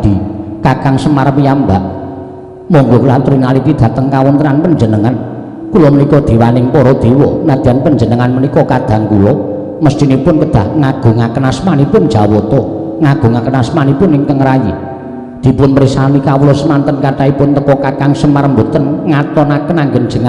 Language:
Javanese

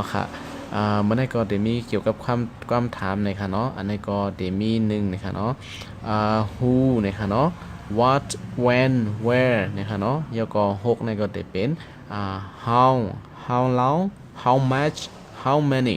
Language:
Shan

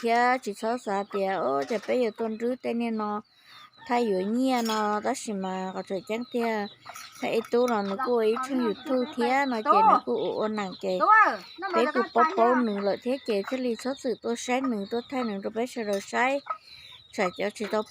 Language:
Hmong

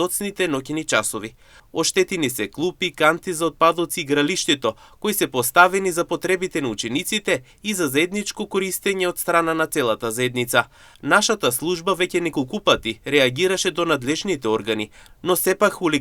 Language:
Macedonian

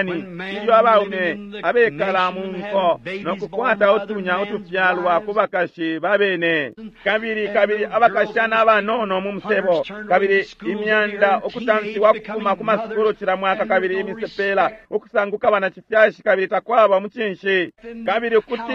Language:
Bemba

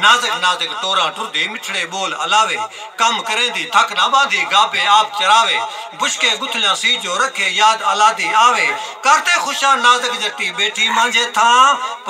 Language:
Saraiki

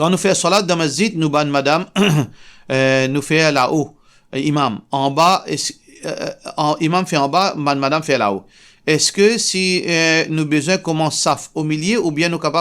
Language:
Morisyen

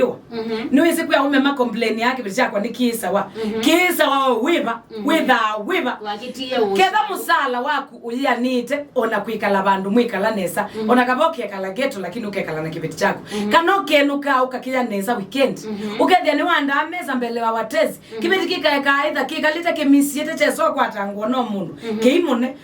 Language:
Kamba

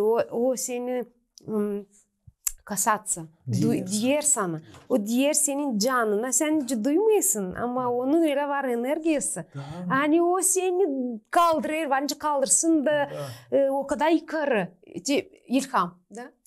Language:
Gagauz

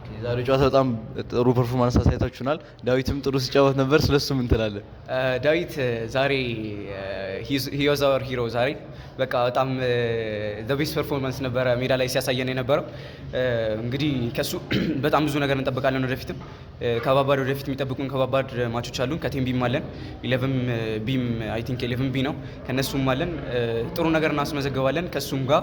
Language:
Amharic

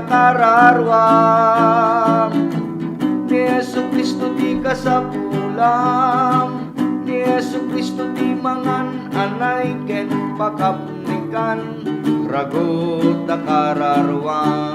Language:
Iloko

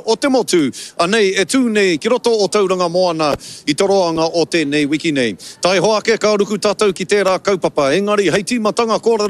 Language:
Māori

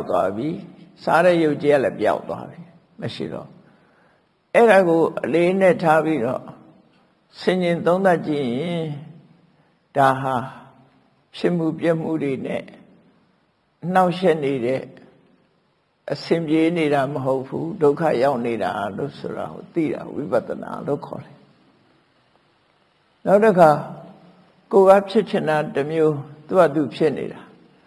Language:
Burmese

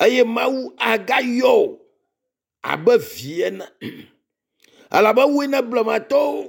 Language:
Ewe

